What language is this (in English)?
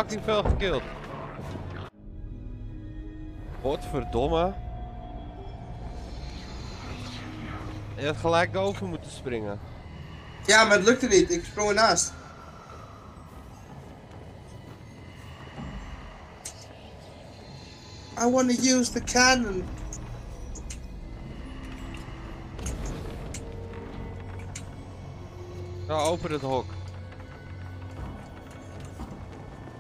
Dutch